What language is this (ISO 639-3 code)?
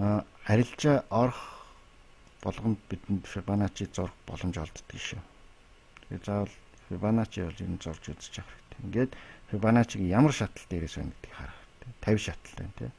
mon